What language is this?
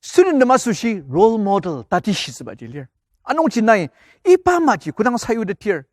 Ao Naga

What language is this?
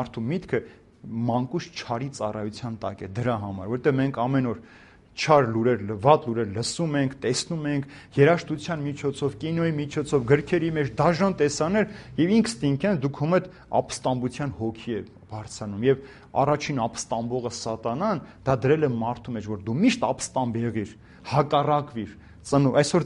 Armenian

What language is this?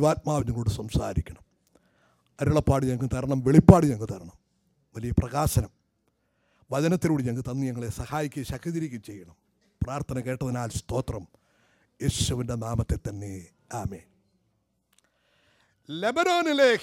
Malayalam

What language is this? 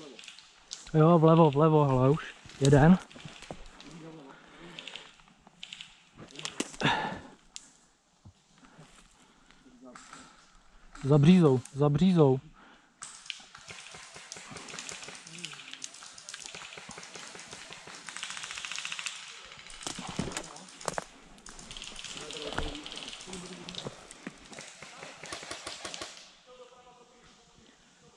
Czech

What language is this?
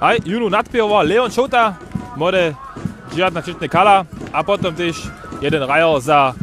Upper Sorbian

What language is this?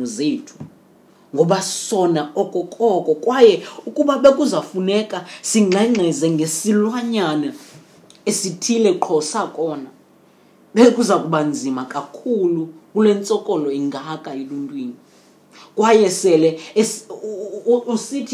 Xhosa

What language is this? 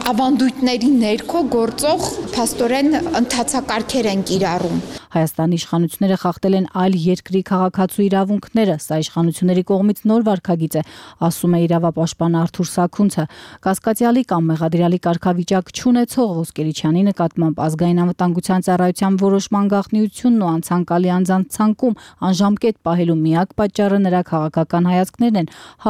Armenian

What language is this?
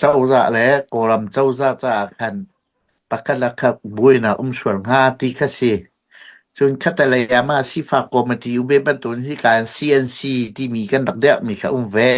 Hakha Chin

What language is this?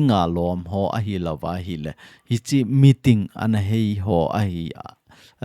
Thado Chin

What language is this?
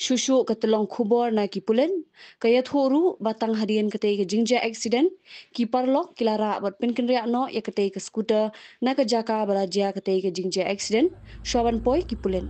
Khasi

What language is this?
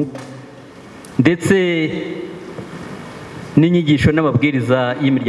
Kinyarwanda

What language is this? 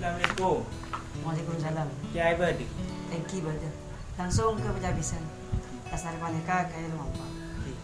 Madurese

